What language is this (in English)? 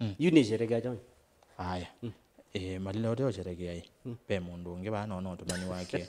Kamba